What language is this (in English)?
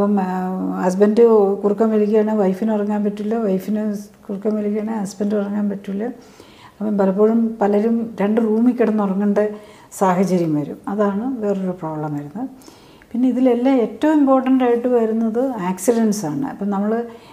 Malayalam